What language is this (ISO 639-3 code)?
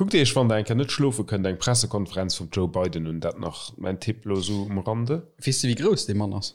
ltz